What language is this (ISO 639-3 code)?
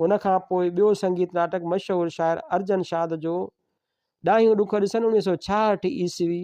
snd